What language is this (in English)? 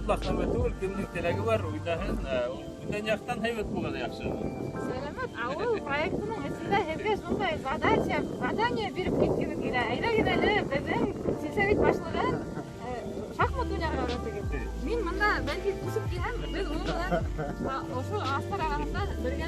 Bashkir